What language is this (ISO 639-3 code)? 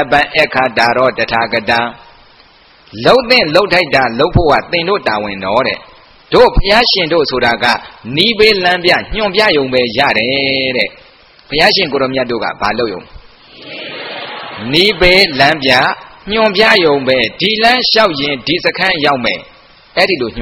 mya